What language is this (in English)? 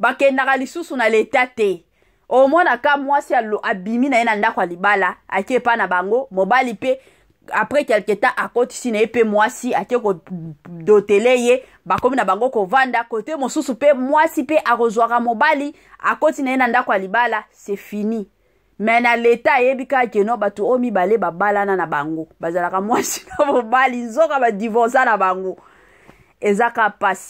Lingala